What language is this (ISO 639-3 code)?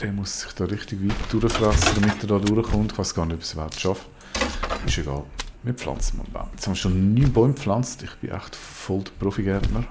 gsw